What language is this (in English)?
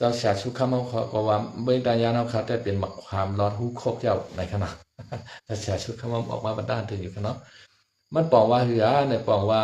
Shan